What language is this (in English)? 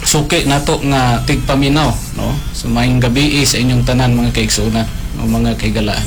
Cebuano